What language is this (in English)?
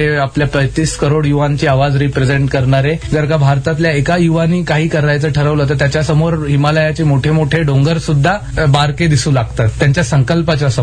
Marathi